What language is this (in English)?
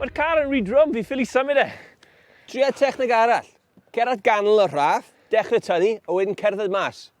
Welsh